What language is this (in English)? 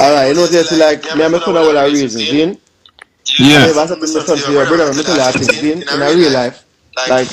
Jamaican Creole English